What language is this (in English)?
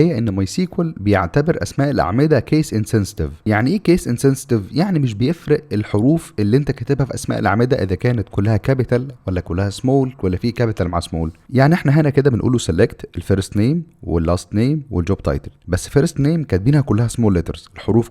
Egyptian Arabic